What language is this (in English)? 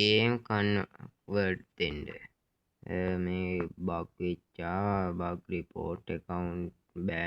Sinhala